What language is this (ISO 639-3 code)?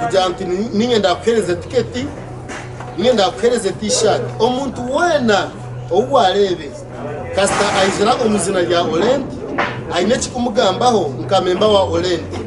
nyn